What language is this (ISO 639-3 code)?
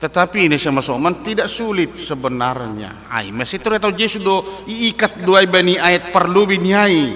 bts